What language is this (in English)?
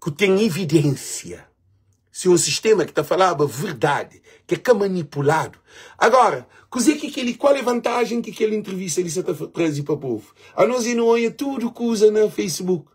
Kabuverdianu